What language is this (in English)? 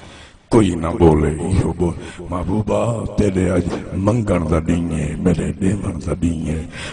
Saraiki